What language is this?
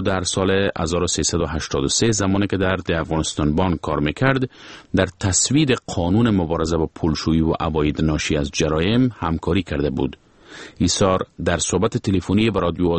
Persian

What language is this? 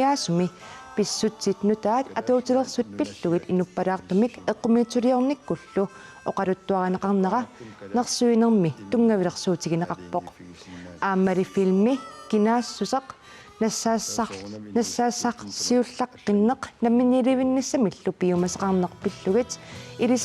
Kalaallisut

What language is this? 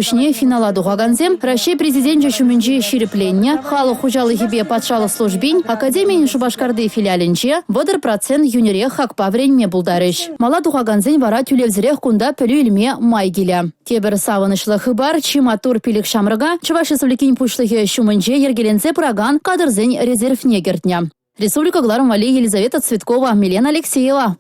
Chuvash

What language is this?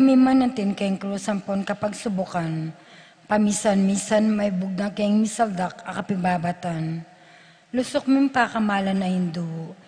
Pampanga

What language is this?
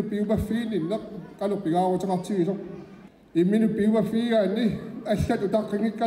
Kalaallisut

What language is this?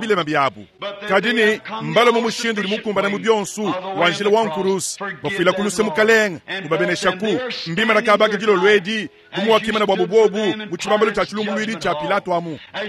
Luba-Lulua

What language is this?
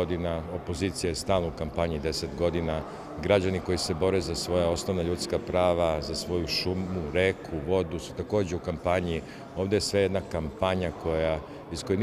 Serbian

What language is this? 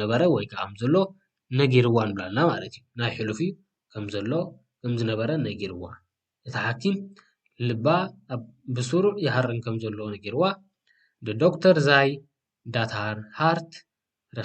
Tigrinya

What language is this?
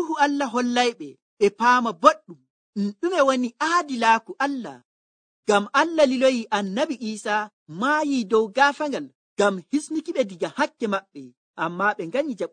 Nigerian Fulfulde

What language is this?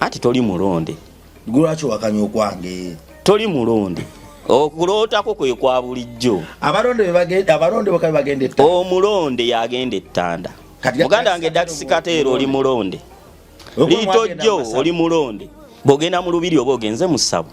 Ganda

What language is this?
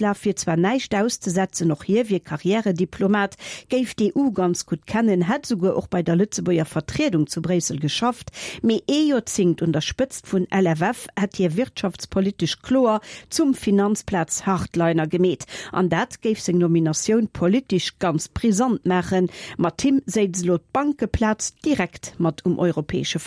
Luxembourgish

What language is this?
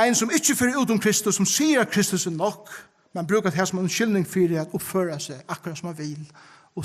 Faroese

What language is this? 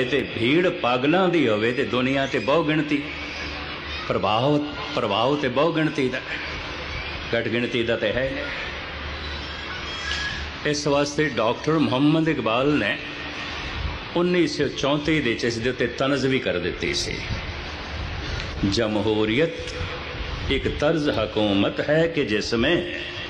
Punjabi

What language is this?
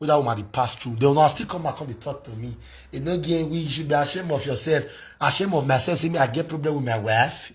Nigerian Pidgin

